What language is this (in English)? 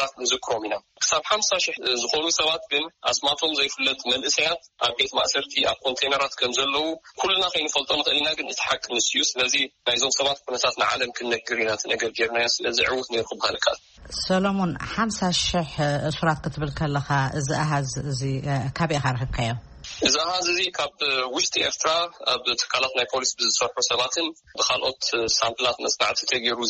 Tigrinya